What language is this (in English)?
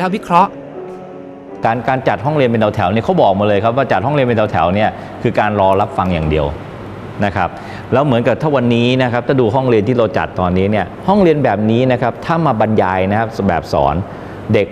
Thai